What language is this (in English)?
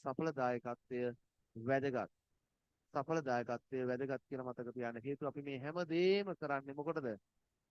Sinhala